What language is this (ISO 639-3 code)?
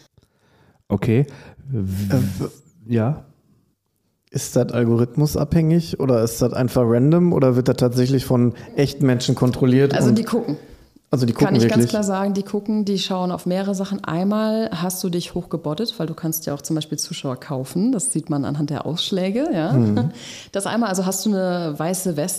deu